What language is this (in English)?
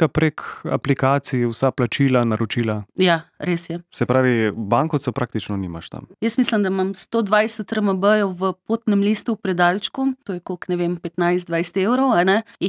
Slovenian